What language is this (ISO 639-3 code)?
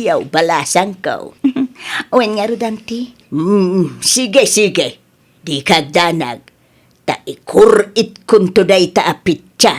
ilo